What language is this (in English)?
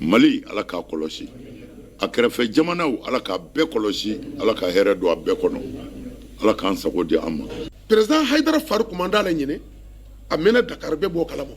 Bambara